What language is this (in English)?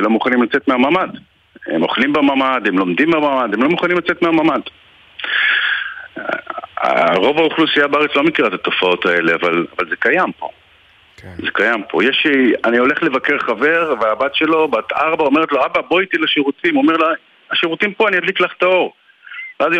Hebrew